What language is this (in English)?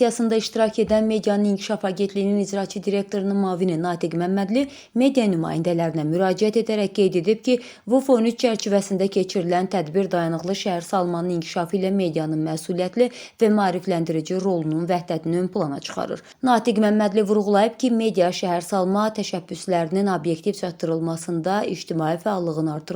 Azerbaijani